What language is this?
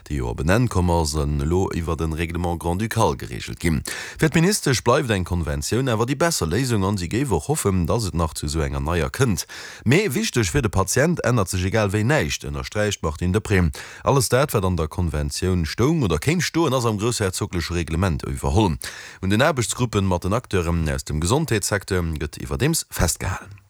Luxembourgish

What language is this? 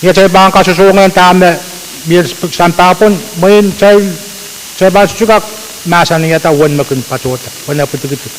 Pohnpeian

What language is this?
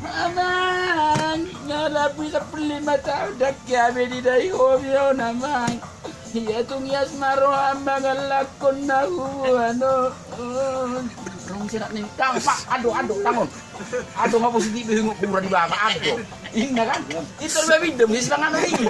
Batak Toba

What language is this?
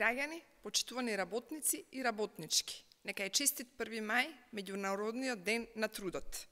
Macedonian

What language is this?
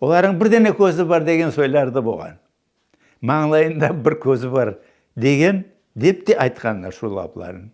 Crimean Tatar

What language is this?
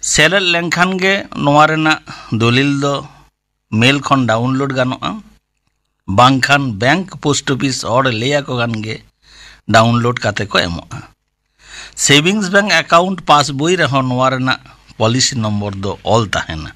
Santali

